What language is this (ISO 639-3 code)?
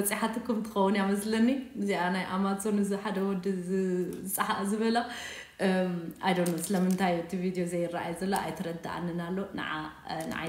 tir